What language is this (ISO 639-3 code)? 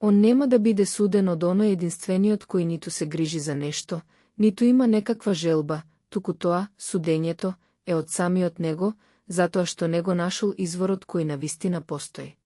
mkd